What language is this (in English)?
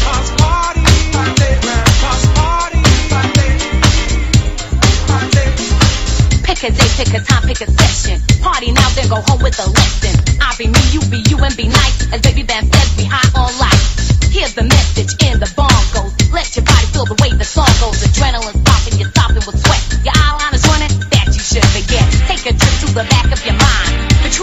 English